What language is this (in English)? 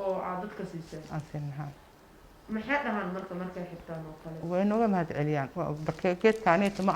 Somali